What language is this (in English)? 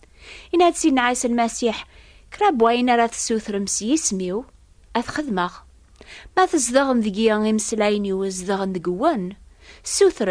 Kabyle